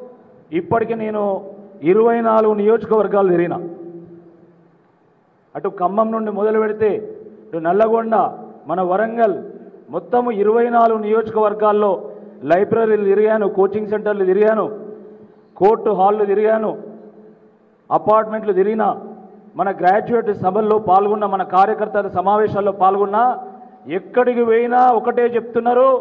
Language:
Telugu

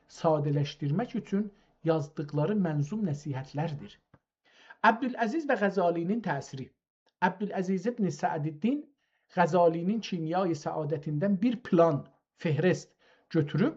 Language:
South Azerbaijani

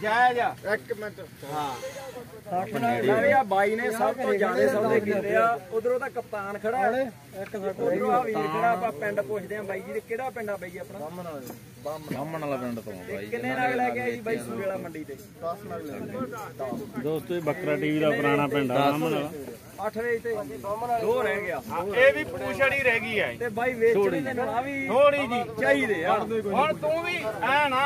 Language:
Punjabi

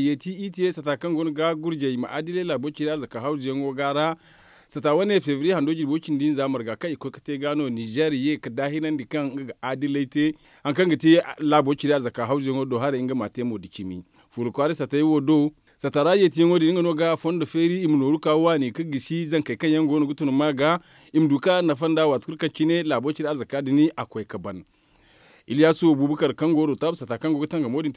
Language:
Zarma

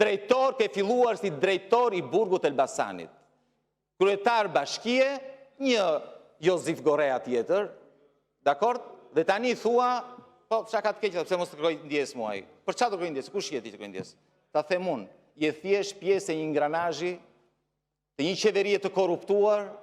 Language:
Albanian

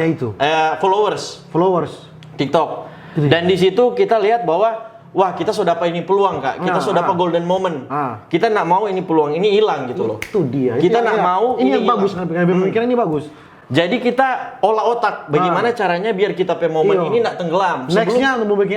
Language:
Manado Malay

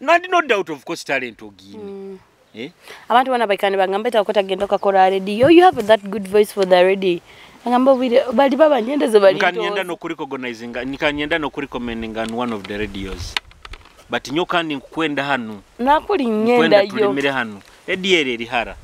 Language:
Nyoro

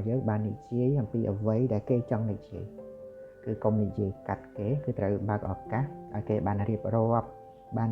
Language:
Khmer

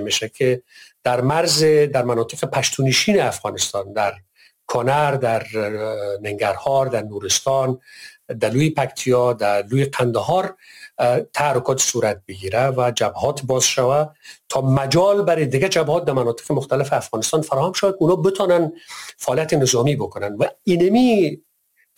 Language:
Persian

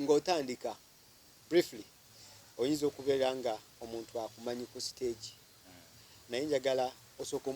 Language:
Ganda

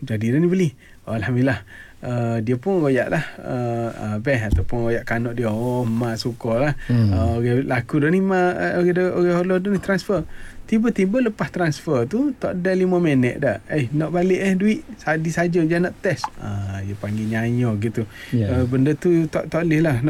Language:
Malay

